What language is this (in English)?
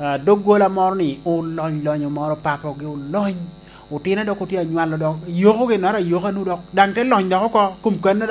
Lango (Uganda)